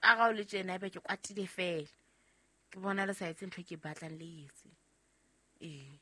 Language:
Southern Sotho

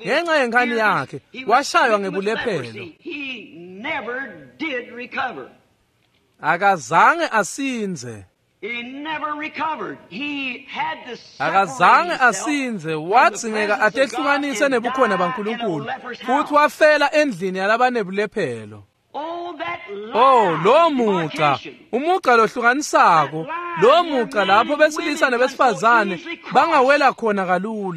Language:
Swati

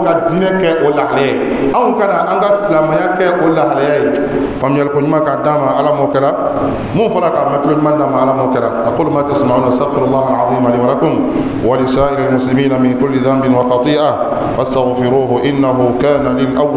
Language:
Bambara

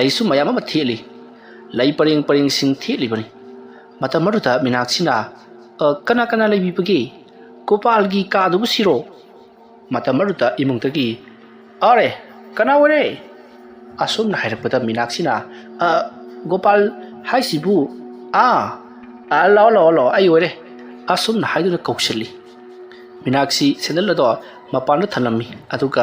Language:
Manipuri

